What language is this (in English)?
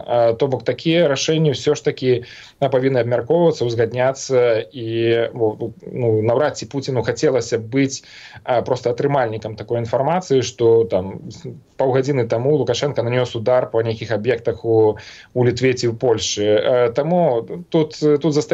Belarusian